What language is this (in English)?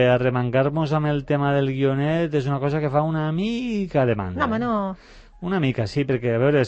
Catalan